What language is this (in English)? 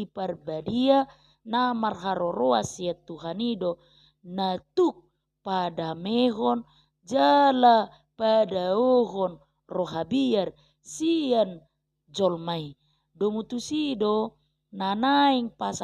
Batak Toba